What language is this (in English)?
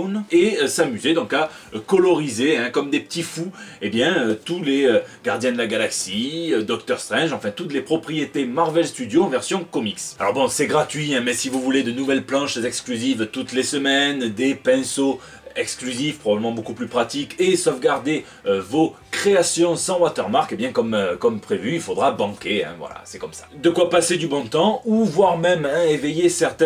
French